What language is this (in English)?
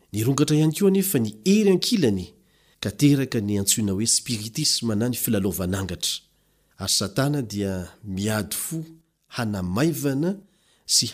Malagasy